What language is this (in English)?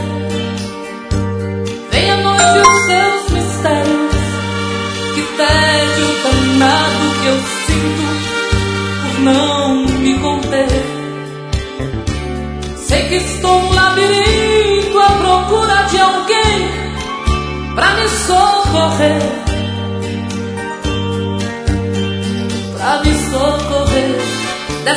Portuguese